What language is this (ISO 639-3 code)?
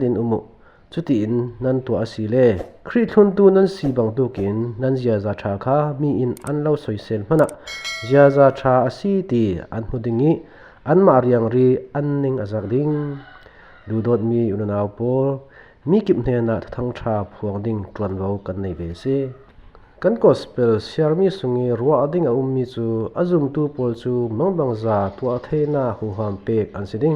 cfm